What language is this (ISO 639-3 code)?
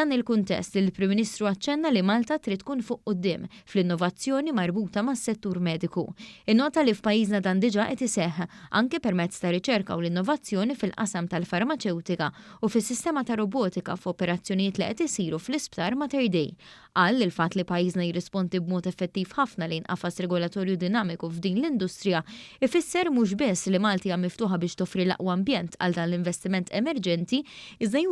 mlt